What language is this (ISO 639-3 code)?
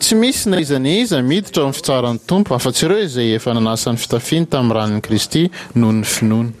mlg